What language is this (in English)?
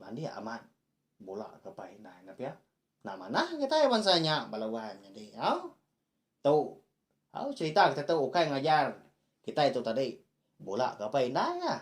Iban